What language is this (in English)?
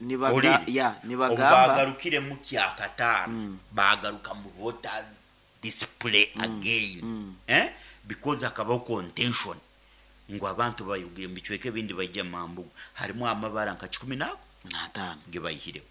Nyoro